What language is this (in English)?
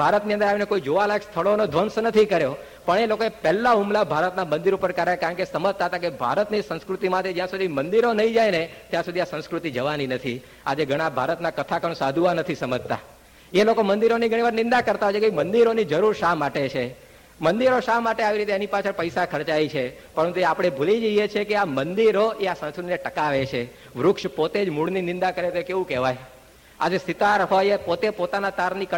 Gujarati